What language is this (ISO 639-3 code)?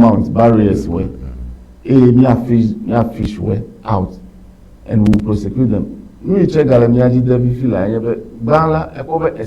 ewe